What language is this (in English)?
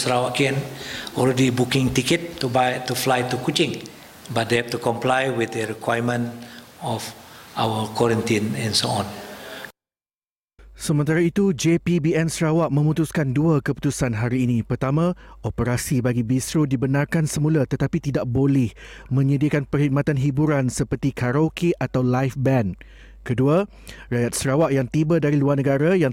Malay